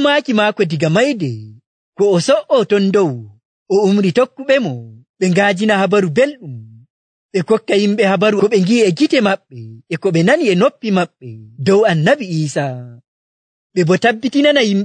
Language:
Nigerian Fulfulde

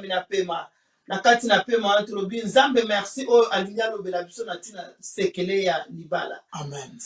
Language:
Lingala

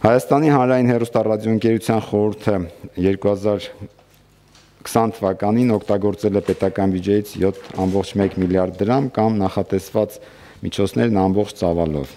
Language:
Armenian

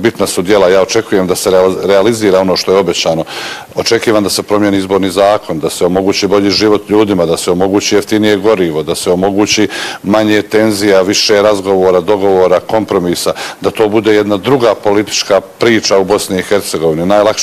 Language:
Bosnian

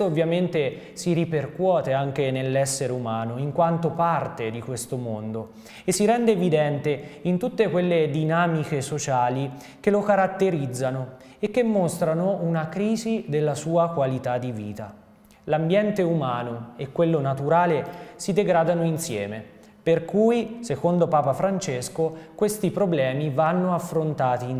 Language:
Italian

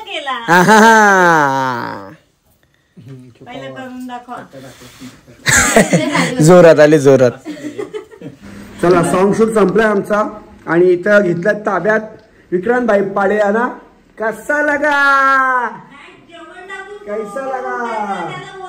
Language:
Marathi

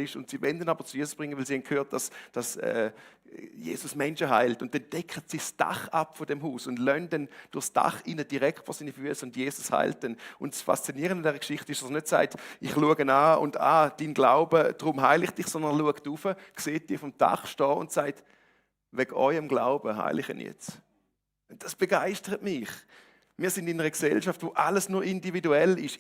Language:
Swiss German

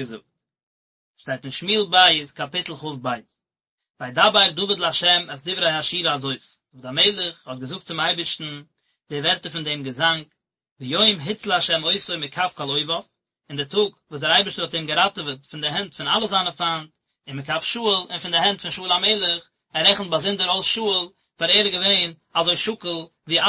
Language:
Yiddish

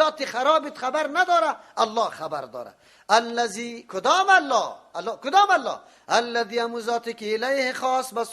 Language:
Persian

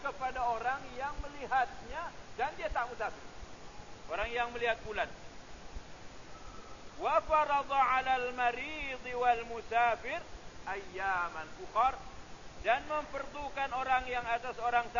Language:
Malay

